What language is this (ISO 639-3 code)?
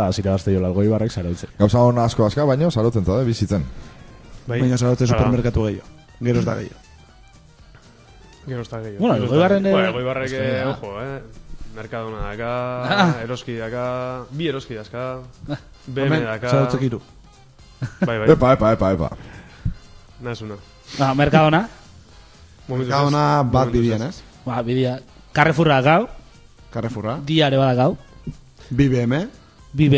eus